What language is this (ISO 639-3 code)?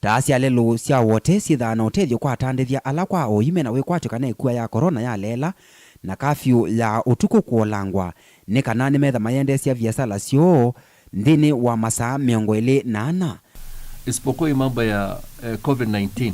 kam